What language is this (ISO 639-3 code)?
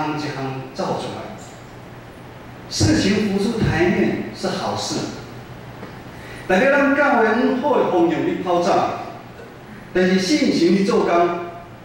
nan